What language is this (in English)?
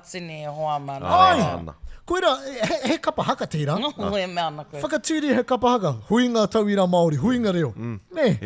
Māori